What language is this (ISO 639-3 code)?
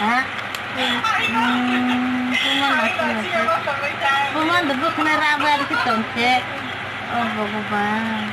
trp